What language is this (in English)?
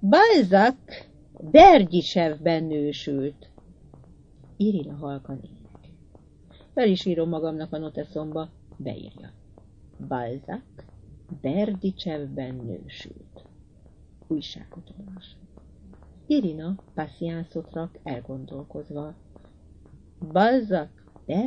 Hungarian